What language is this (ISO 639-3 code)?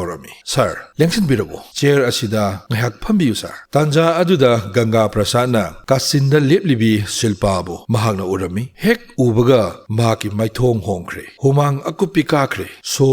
mni